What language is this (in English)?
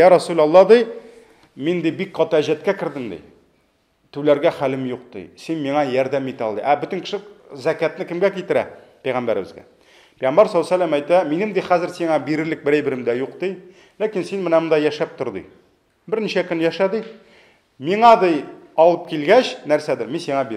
Tatar